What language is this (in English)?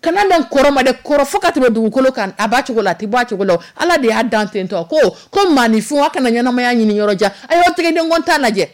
Dyula